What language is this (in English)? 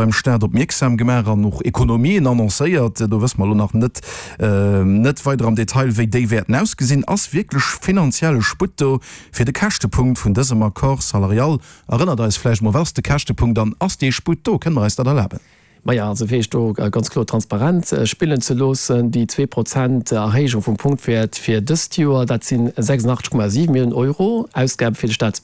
Luxembourgish